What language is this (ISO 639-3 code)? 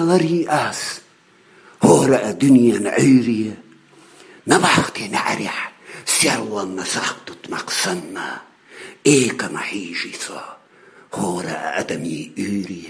che